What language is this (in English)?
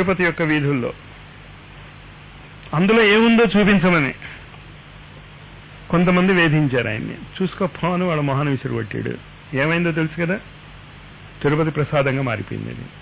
Telugu